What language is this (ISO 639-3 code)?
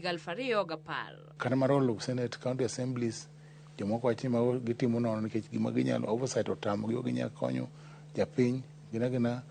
luo